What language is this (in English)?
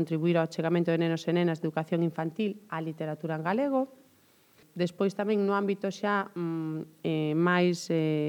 Galician